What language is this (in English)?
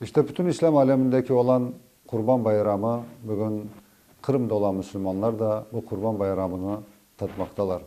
Crimean Tatar